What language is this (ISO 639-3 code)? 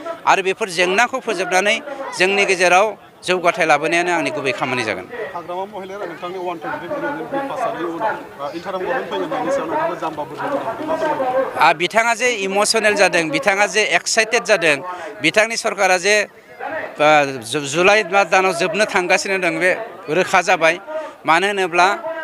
brx